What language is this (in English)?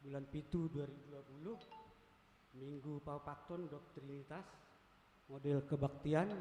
Batak Simalungun